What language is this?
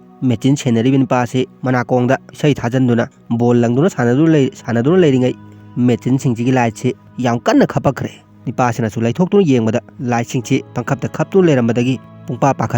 Manipuri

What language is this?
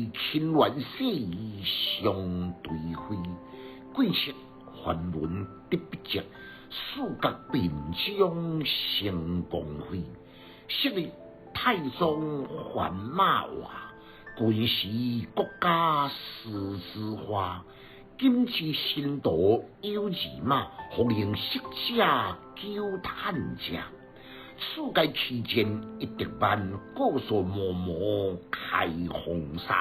Min Nan Chinese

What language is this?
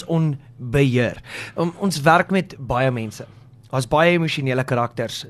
Afrikaans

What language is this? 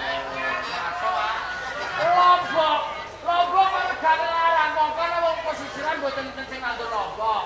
Javanese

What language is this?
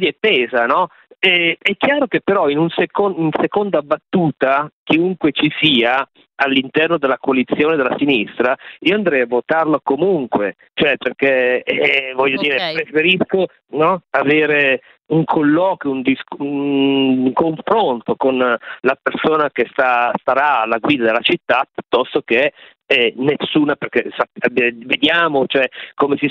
Italian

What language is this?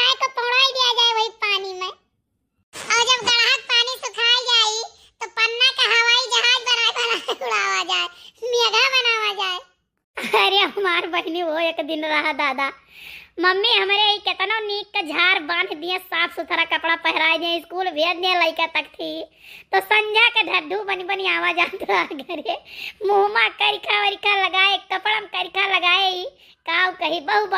Awadhi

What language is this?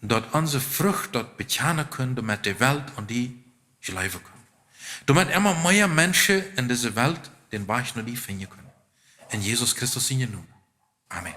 Plautdietsch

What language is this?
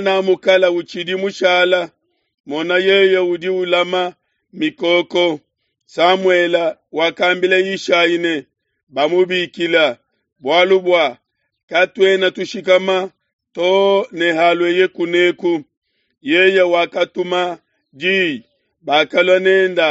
Luba-Lulua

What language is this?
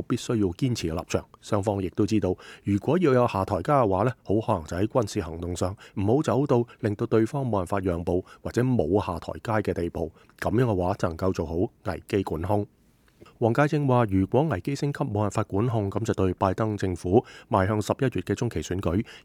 Cantonese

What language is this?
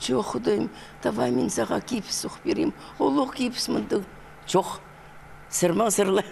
Khakas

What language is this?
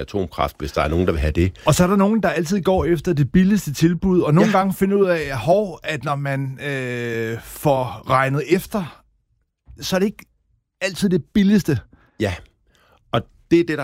Danish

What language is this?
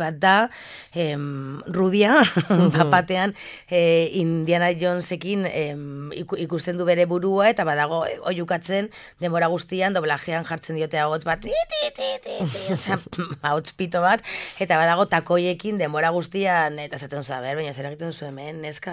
Basque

